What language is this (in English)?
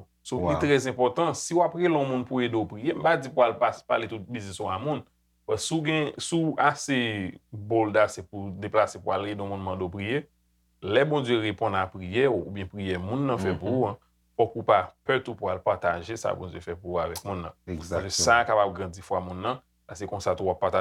Haitian Creole